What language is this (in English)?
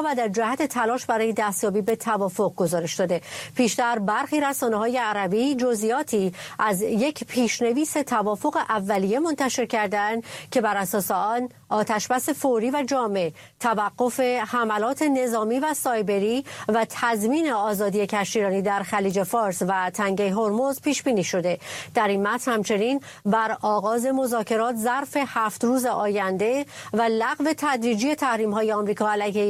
Persian